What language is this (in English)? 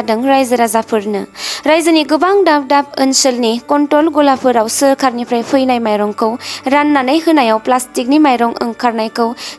Bodo